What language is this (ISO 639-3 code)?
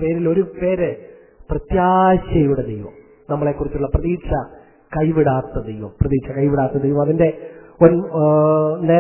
mal